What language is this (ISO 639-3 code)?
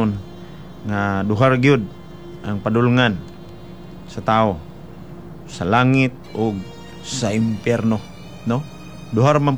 ceb